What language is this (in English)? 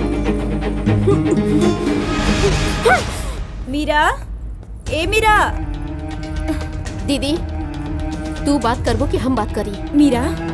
Bhojpuri